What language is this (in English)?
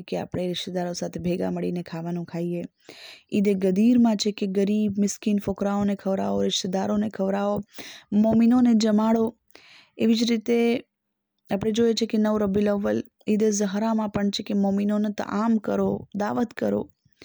Gujarati